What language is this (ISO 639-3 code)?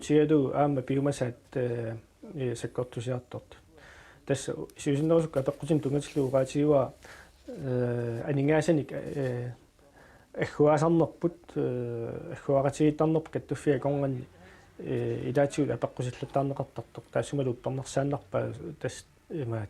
kal